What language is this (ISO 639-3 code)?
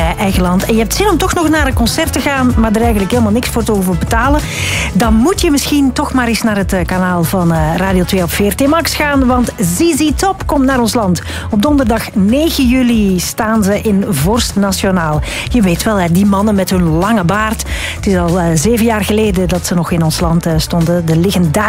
nld